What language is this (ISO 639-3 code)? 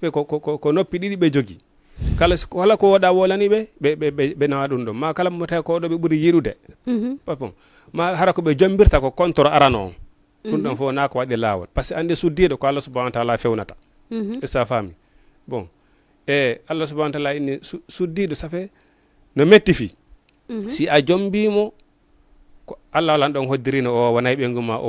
ful